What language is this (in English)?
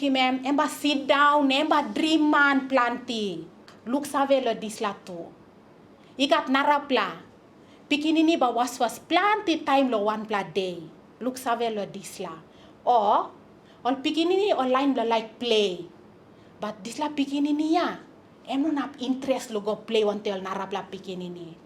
Tok Pisin